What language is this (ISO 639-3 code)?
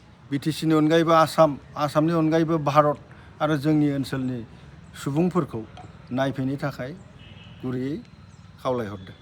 brx